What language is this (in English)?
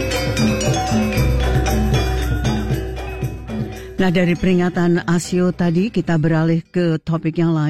Indonesian